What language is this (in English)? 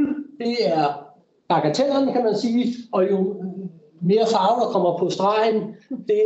Danish